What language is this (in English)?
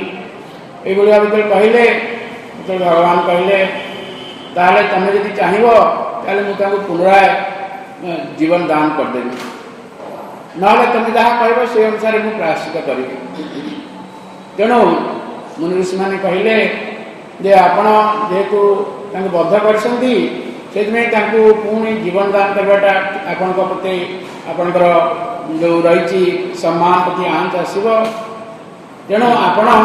Odia